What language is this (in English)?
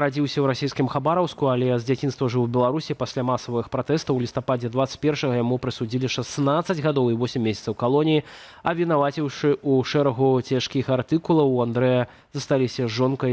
Belarusian